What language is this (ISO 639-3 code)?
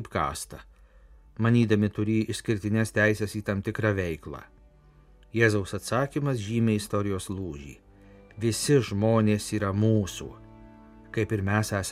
lit